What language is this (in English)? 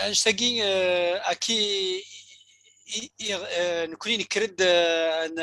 Kabyle